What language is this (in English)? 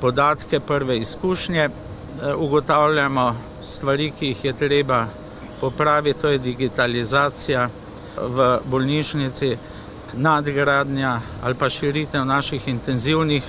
Slovenian